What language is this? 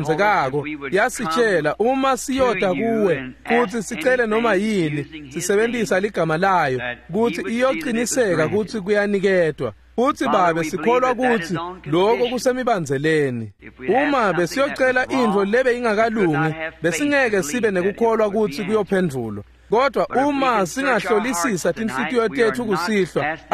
Swati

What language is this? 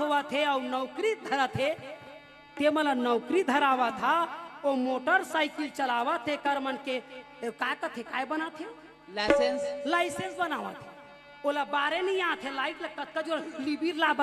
Chhattisgarhi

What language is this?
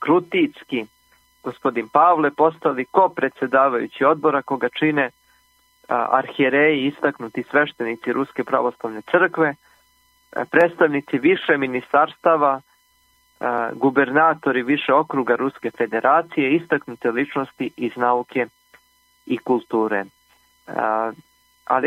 Serbian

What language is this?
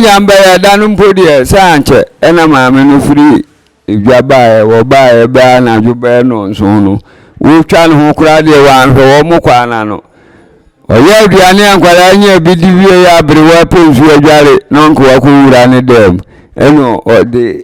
Akan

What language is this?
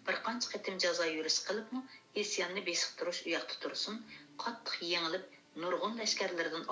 Uyghur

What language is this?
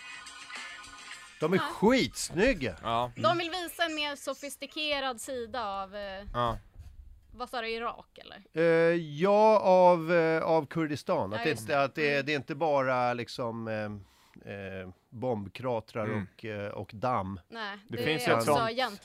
Swedish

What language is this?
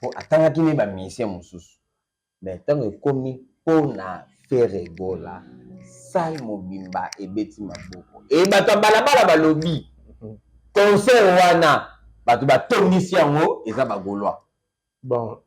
Lingala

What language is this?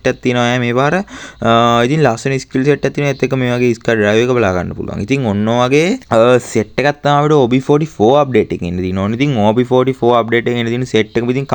Sinhala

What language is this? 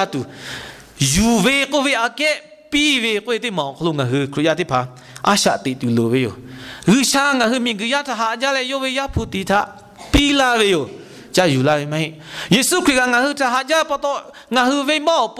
Lahu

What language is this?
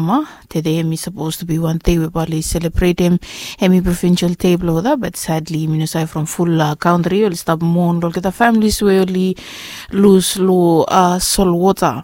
Bislama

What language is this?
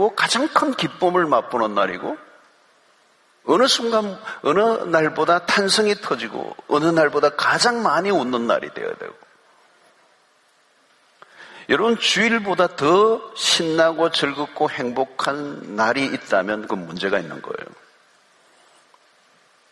Korean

